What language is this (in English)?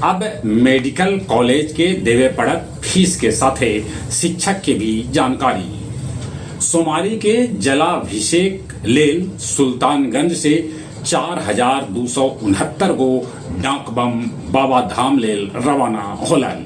Magahi